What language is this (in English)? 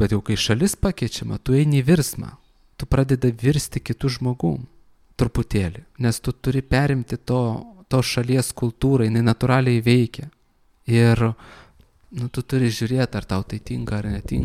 Lithuanian